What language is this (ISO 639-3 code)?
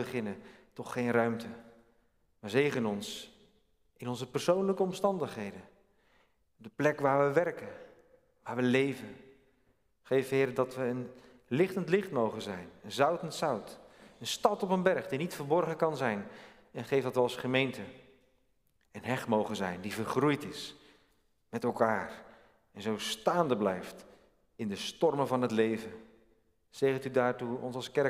nld